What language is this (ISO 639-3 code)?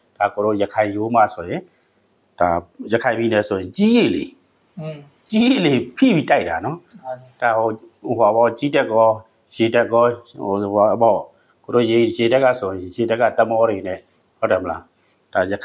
mya